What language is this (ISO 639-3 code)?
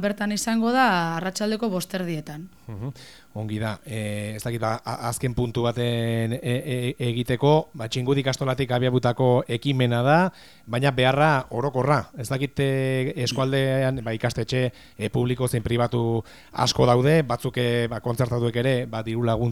eus